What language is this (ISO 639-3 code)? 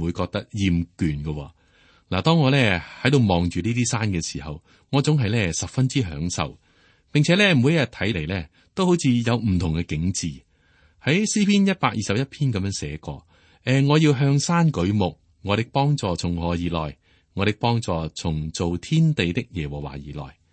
yue